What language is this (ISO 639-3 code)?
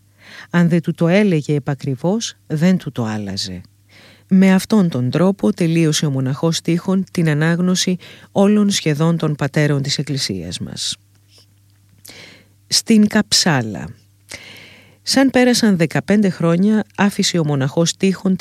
ell